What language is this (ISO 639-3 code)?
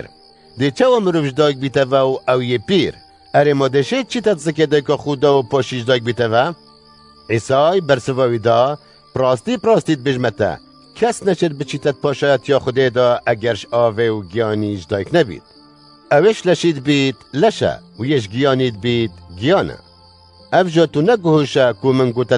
kur